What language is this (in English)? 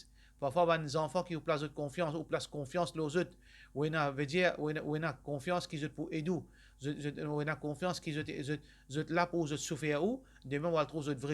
Morisyen